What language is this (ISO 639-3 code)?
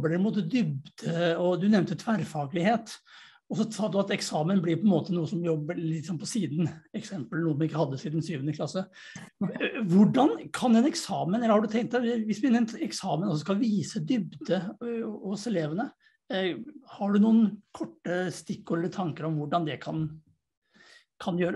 nor